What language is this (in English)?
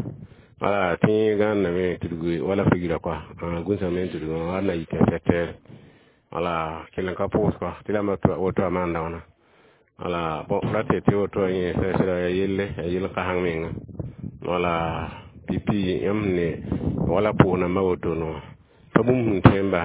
Mossi